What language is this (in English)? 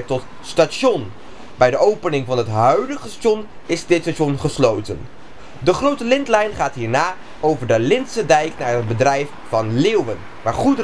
Dutch